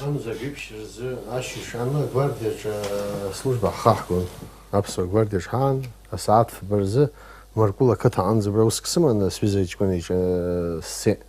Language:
Abkhazian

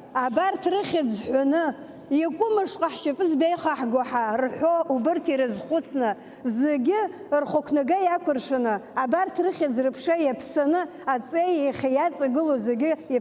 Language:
Abkhazian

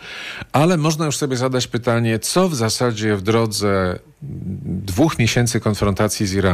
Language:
Polish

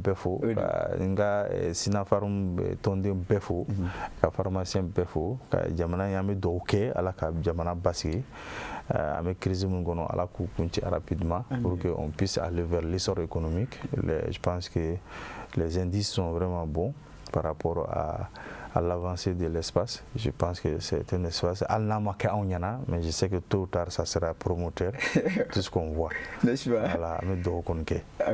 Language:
Bambara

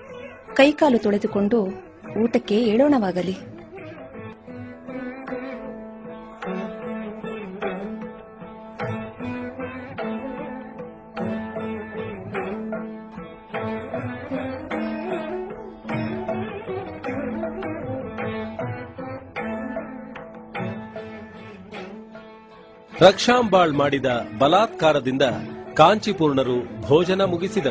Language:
Kannada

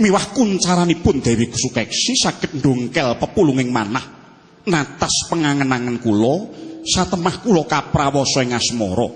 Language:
Javanese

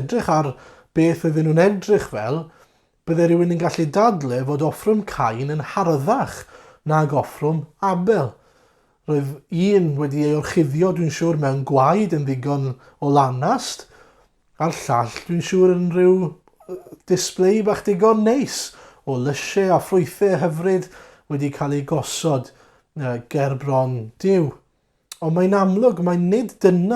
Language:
Welsh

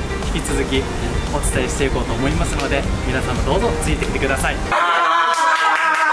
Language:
Japanese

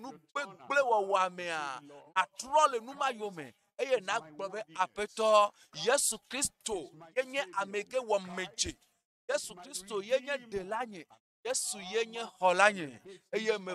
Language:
Ewe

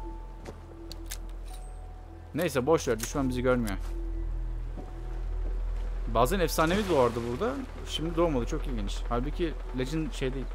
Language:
Turkish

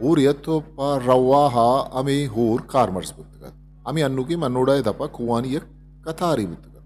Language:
Eastern Balochi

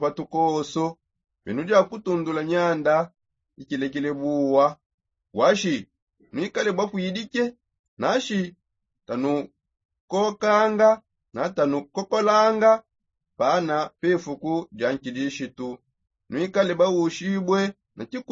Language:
Songe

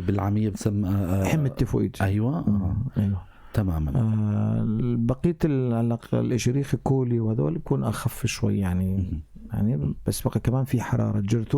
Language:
North Levantine Arabic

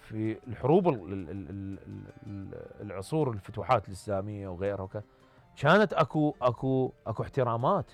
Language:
Mesopotamian Arabic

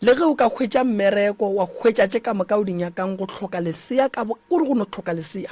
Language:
Northern Sotho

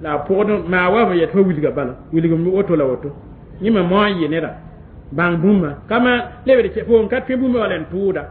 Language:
Mossi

